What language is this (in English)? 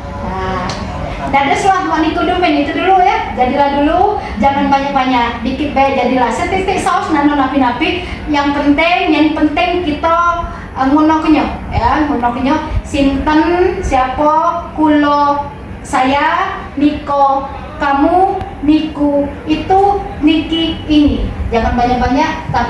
Musi